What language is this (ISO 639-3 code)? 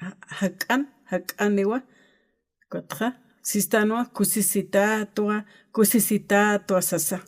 aym